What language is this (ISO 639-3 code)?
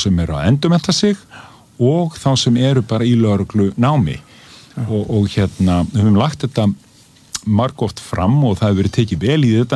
isl